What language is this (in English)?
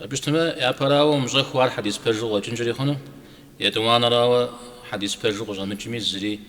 Kabardian